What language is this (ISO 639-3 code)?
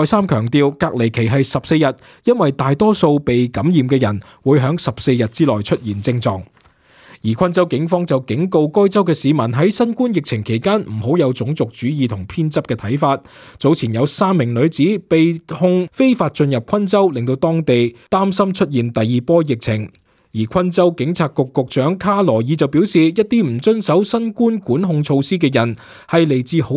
yue